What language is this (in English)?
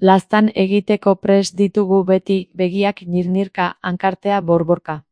Basque